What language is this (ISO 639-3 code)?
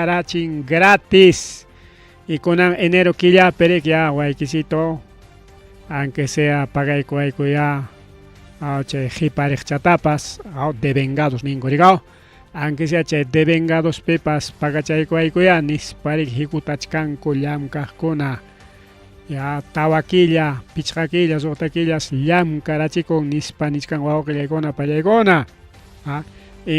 quy